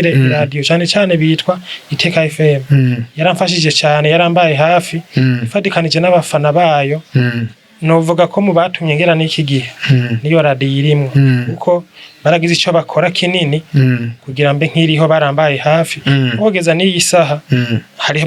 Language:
Rundi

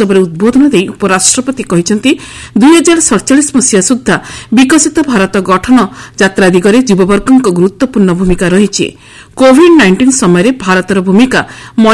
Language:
Odia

